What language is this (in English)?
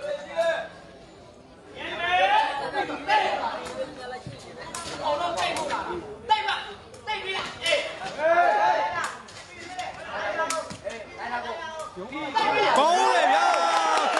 Burmese